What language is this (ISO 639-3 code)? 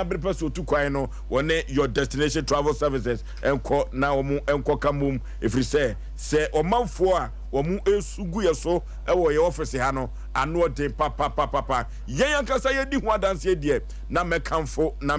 aka